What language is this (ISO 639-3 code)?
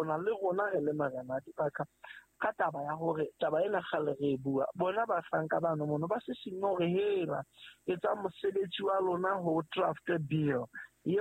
sot